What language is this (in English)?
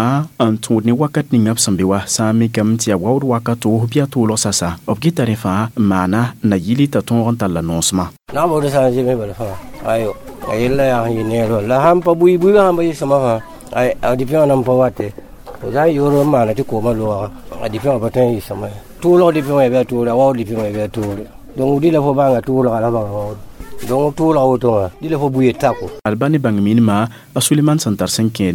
Mossi